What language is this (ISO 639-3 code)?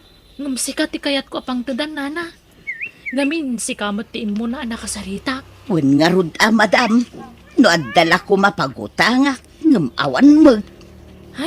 ilo